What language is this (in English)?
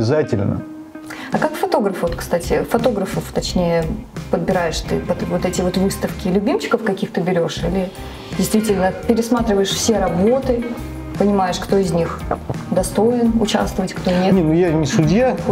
Russian